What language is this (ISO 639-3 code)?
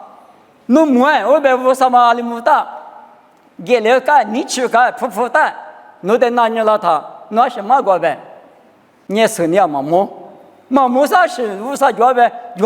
lis